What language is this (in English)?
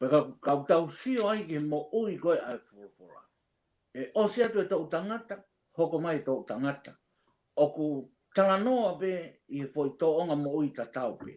Tongan